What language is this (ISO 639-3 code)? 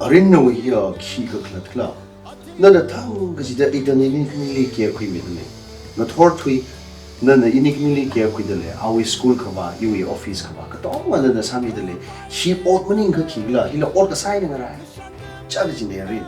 nmf